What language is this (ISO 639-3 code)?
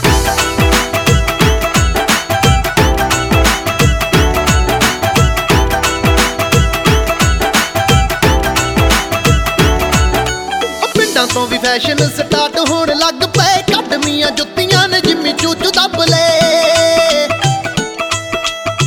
pan